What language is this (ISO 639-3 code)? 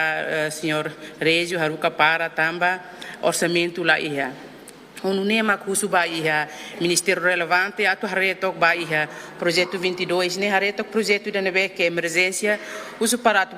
tet